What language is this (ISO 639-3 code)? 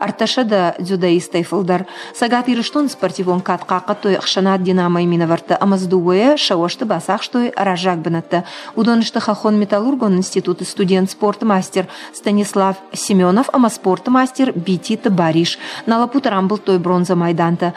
oss